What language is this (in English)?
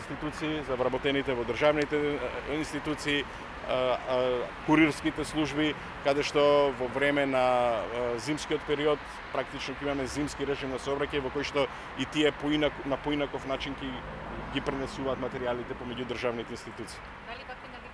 Macedonian